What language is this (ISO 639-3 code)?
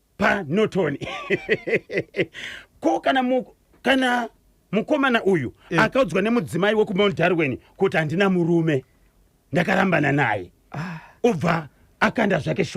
sna